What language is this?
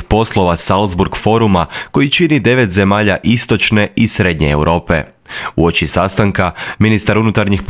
Croatian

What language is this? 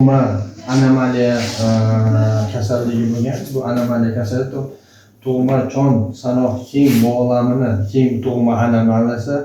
Uzbek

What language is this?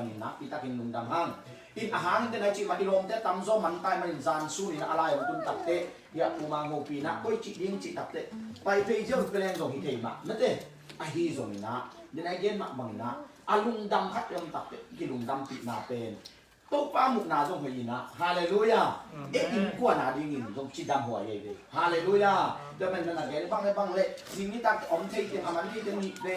Tedim Chin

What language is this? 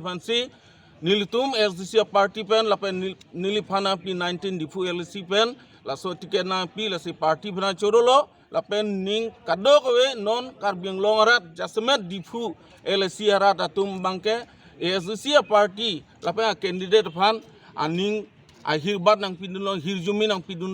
Karbi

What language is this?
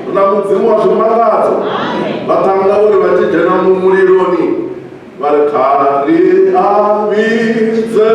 Venda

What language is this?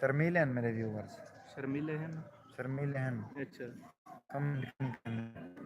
Saraiki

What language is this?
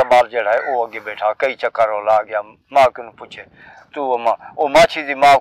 Saraiki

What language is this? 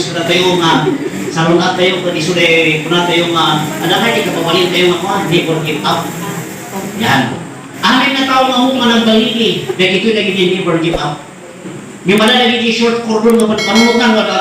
Iloko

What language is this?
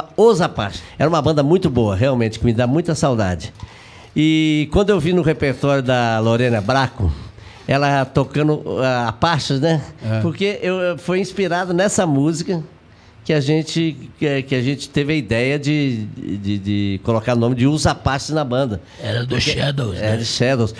Portuguese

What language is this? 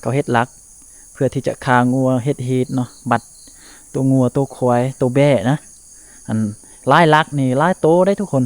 Lao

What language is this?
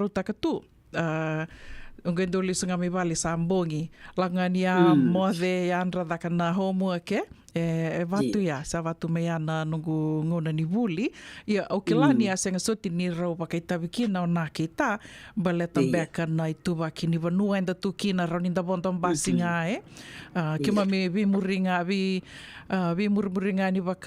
Fijian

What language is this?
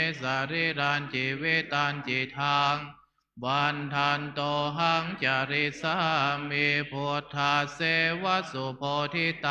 Pali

